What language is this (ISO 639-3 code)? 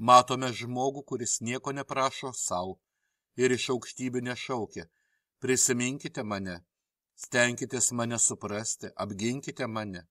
lit